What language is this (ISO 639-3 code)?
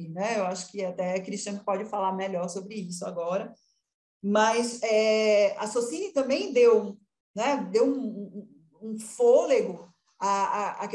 por